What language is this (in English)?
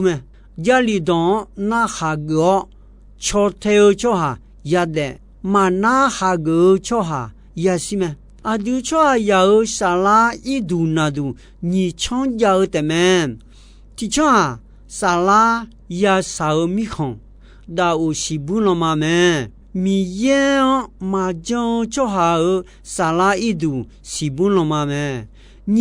Akha